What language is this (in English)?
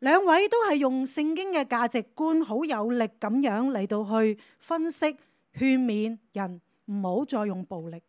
Cantonese